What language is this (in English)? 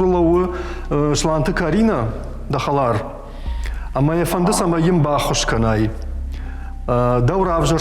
Ossetic